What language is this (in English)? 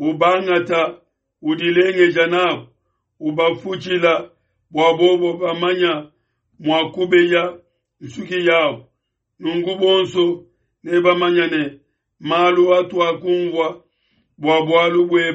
Luba-Lulua